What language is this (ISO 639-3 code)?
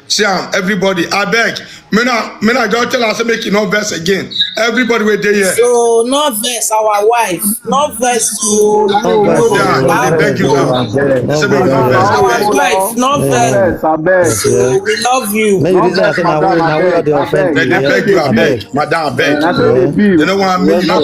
pcm